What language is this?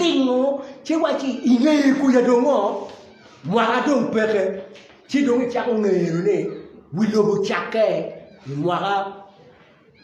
Acoli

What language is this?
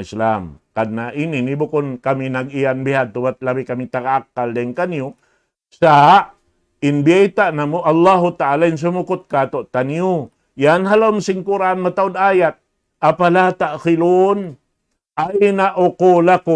Tausug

